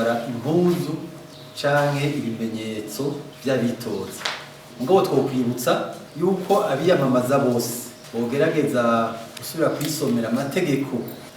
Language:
Rundi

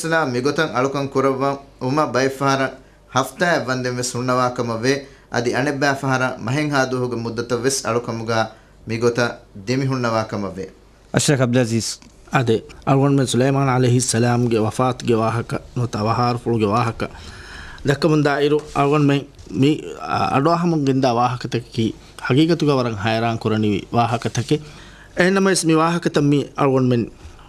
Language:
Divehi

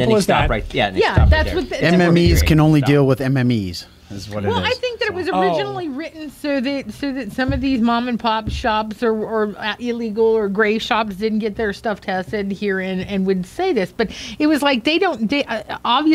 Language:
English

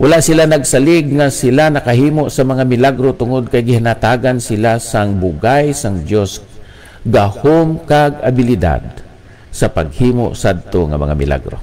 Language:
Hiligaynon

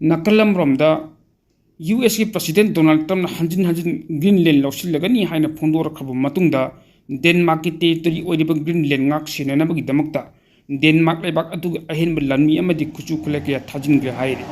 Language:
Manipuri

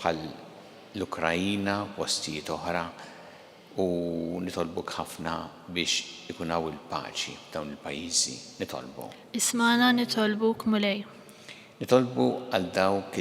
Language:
Maltese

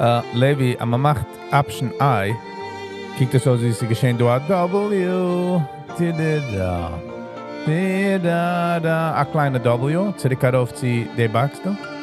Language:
Yiddish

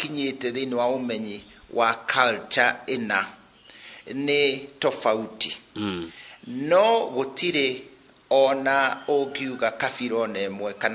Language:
Kikuyu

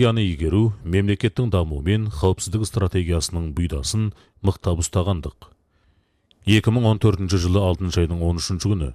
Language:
Kazakh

